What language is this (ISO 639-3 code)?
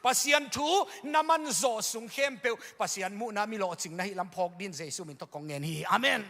ctd